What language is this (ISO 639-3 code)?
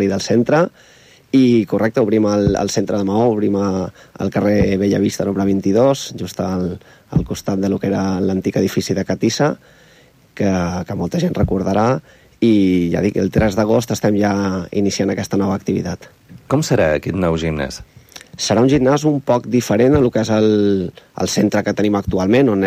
cat